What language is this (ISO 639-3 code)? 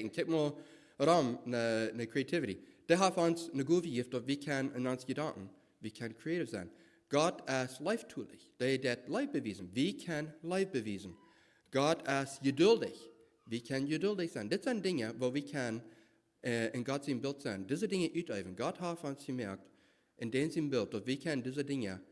pdt